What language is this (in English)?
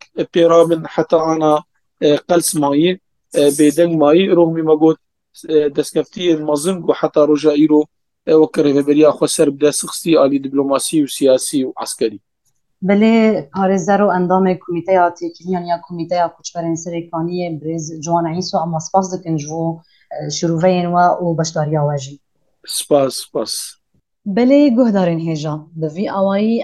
Kurdish